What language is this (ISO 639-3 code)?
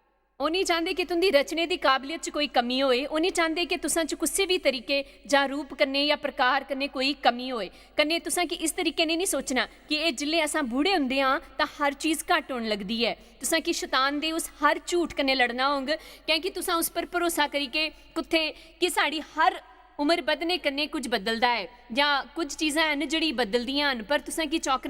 doi